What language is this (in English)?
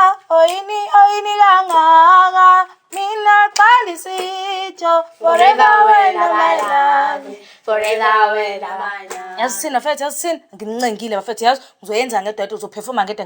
Zulu